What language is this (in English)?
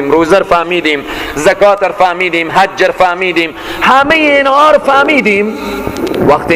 Persian